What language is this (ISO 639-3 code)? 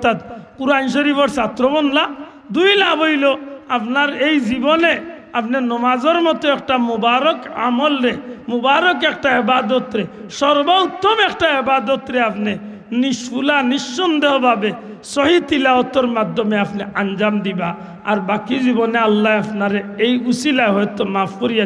syl